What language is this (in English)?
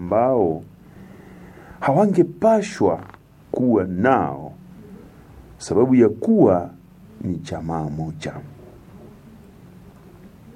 Swahili